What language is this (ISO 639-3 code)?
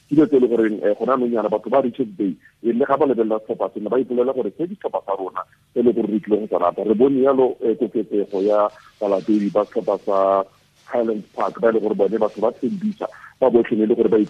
tsn